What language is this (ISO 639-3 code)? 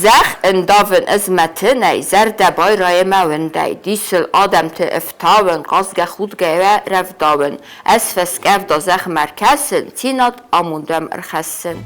oss